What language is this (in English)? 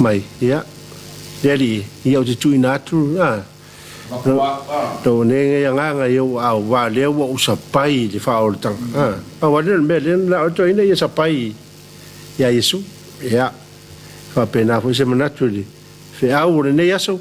Samoan